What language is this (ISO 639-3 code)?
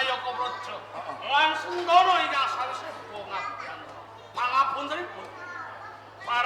jav